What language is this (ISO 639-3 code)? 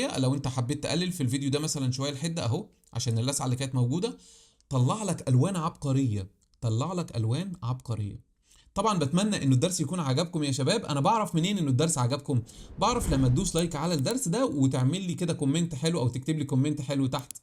arz